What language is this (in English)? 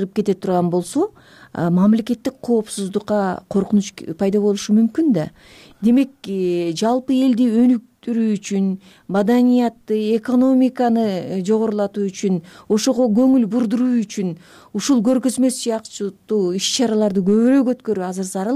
Kyrgyz